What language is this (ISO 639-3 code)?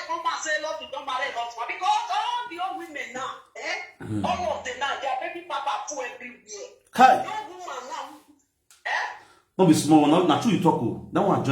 pcm